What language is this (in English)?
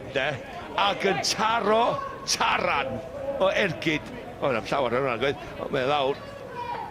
Welsh